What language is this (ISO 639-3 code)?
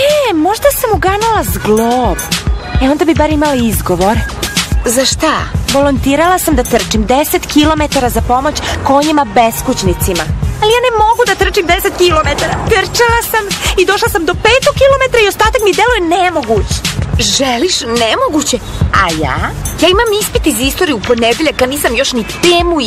srp